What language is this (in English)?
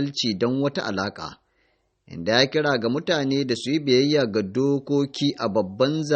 Hausa